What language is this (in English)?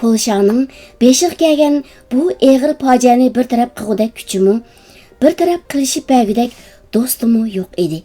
Uyghur